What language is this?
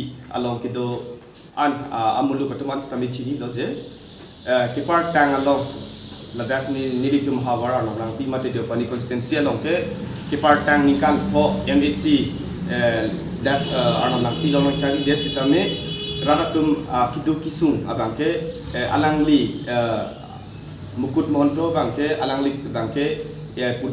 Karbi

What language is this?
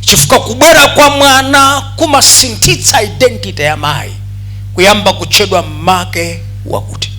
Nyanja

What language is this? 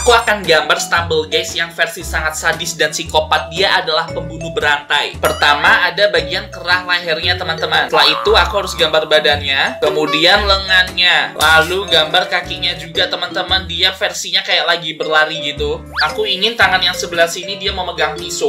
Indonesian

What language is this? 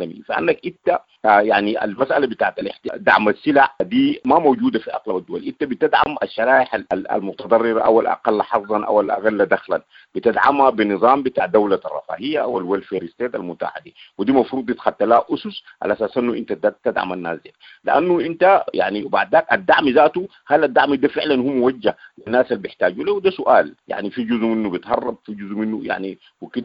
Sudanese Arabic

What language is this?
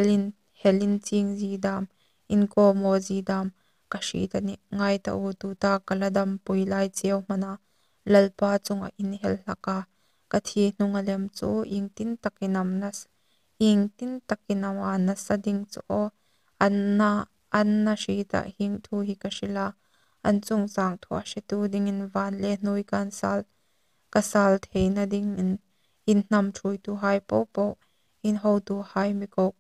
Hmar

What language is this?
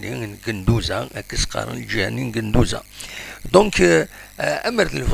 Kabyle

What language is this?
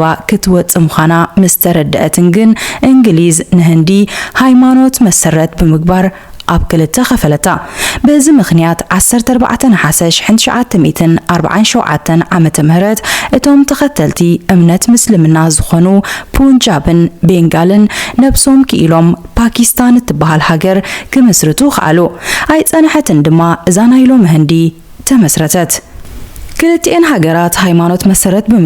Tigrinya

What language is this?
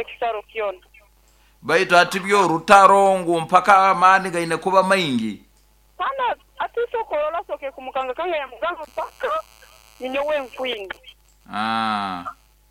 Nyoro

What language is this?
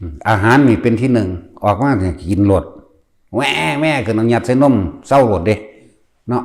Northeastern Thai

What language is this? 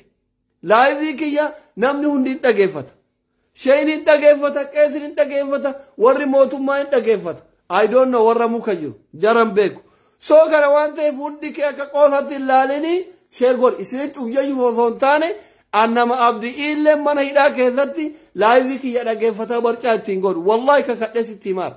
Oromo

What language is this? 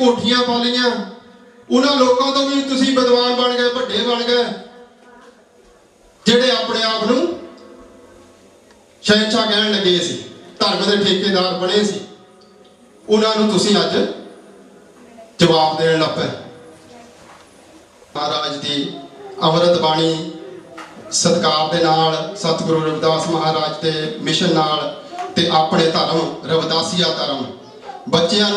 Punjabi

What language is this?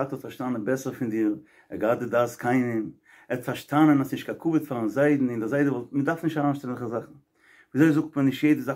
Yiddish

